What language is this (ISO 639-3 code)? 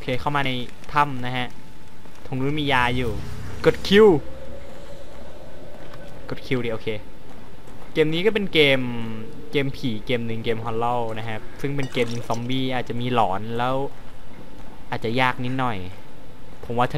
tha